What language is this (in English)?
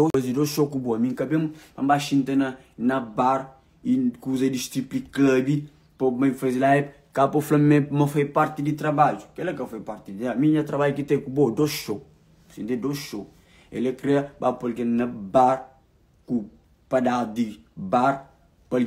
Kabuverdianu